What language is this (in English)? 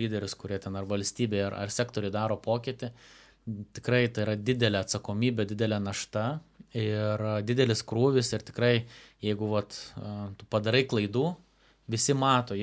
Lithuanian